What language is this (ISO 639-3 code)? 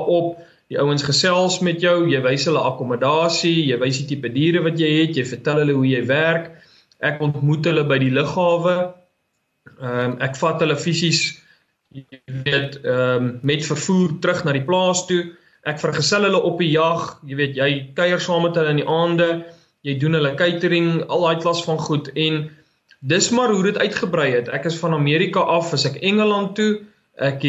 afr